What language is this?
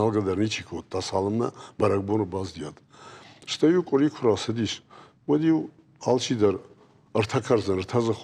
Ossetic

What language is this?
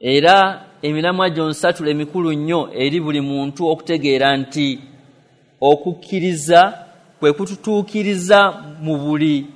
Ganda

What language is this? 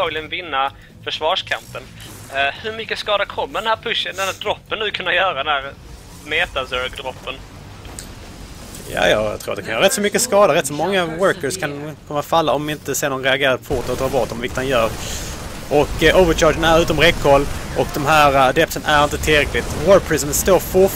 Swedish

